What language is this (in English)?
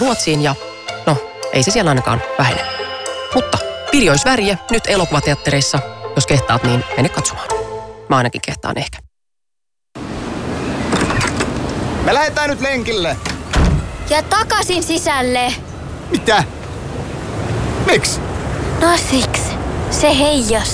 Finnish